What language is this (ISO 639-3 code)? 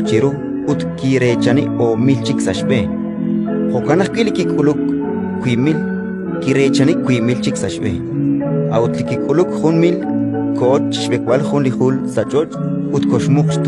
kek